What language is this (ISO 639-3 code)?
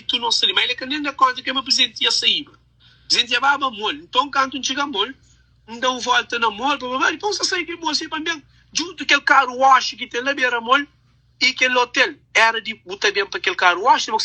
kea